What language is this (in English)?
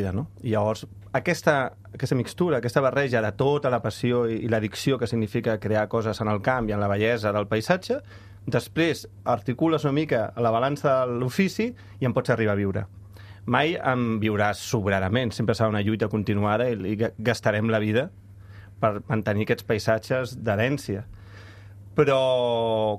Catalan